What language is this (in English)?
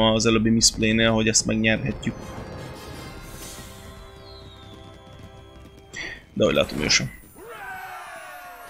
Hungarian